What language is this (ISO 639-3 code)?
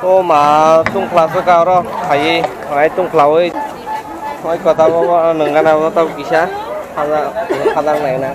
trp